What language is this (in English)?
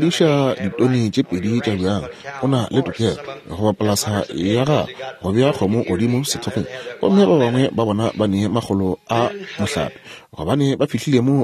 Northern Sotho